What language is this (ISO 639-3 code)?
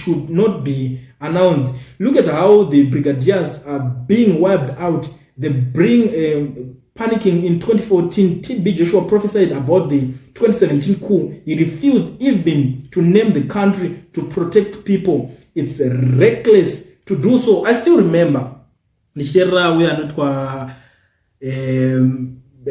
sna